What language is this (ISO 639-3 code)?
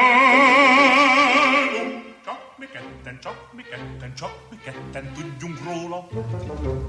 hun